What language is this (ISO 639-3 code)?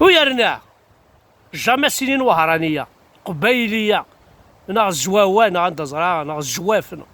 kab